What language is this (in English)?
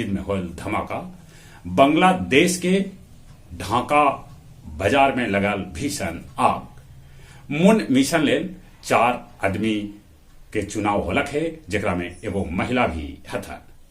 Magahi